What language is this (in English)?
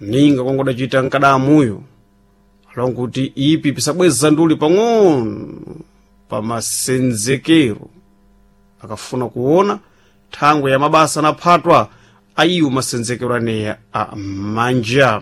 Sena